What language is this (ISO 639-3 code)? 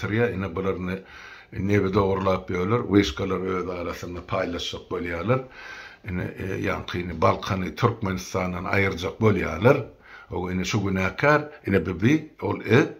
tuk